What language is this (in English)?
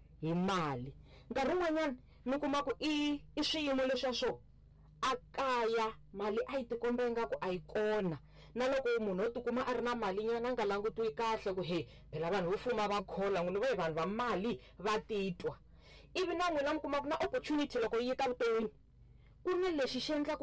Tsonga